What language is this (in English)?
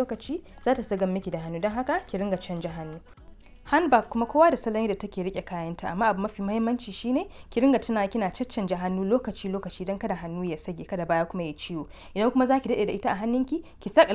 Hausa